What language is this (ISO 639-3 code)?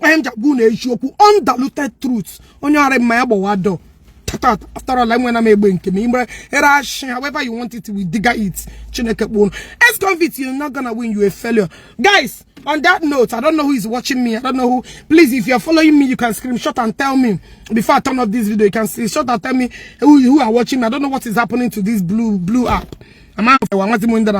ibo